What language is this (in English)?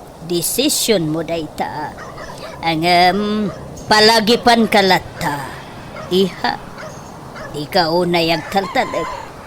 Iloko